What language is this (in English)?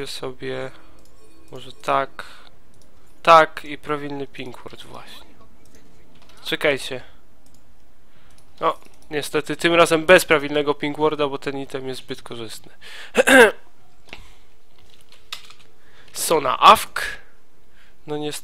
Polish